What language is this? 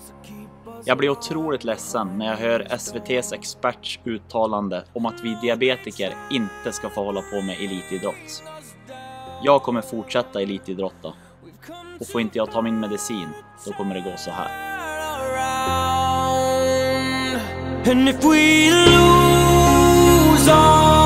Swedish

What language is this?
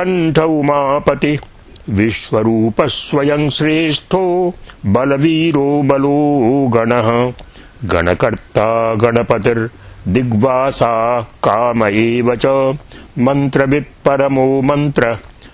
Sanskrit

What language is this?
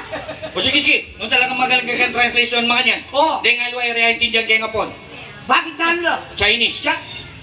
Pampanga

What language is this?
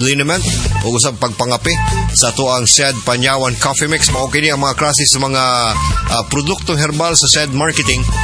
Cebuano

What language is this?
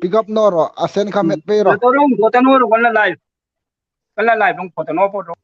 Hmar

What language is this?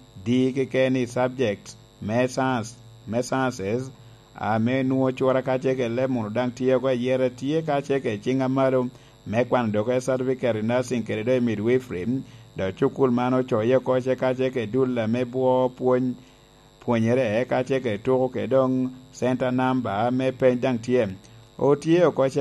Lango (Uganda)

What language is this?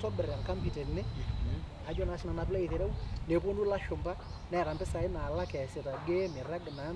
Masai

